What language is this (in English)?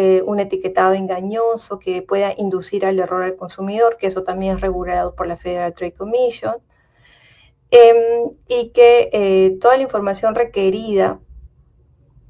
Spanish